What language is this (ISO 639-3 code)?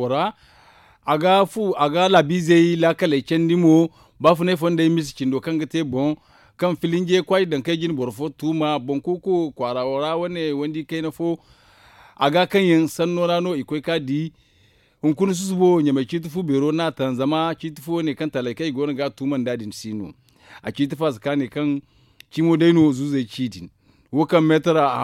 dje